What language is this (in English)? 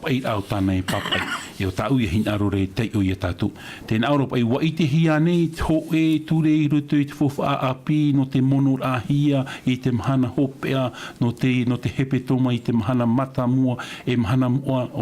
Tahitian